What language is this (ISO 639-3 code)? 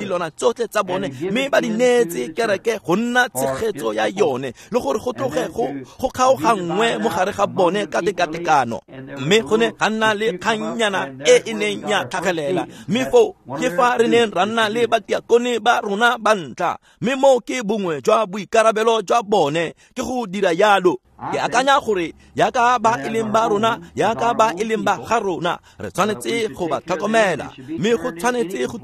tsn